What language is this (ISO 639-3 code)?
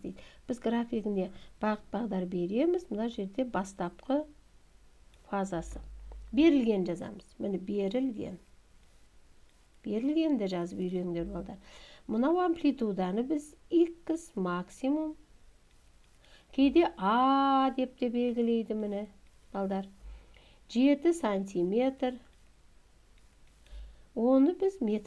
kaz